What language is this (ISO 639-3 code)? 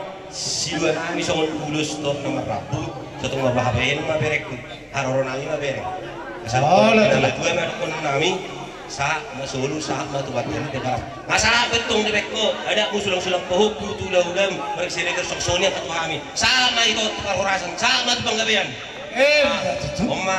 bbc